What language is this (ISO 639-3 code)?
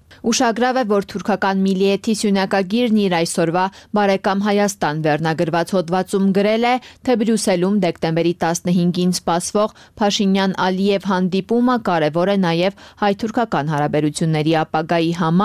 hye